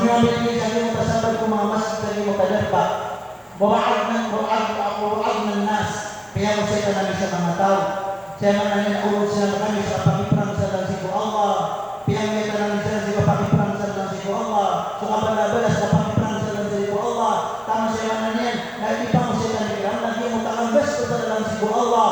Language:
Maranao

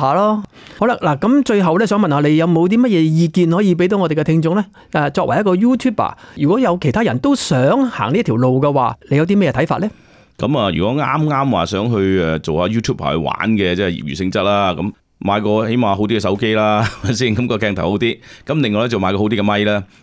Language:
Cantonese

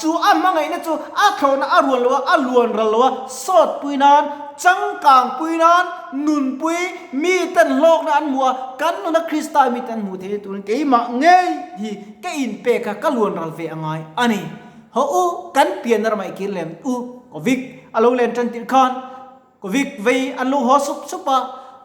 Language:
Mizo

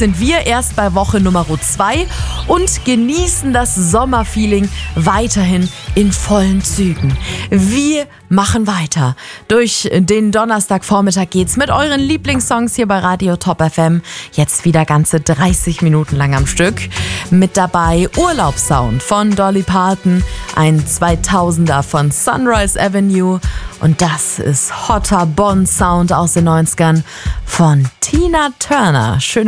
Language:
German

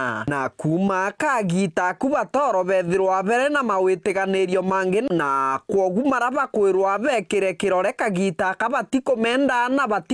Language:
Meru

